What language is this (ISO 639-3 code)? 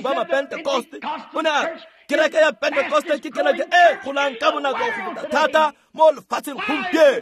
tsn